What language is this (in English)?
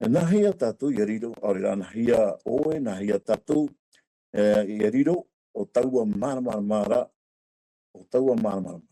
Tahitian